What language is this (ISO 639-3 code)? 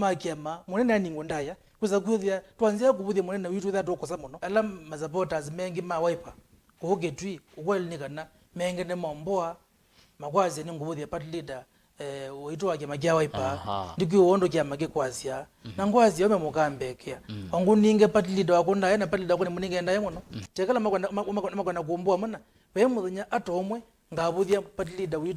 kam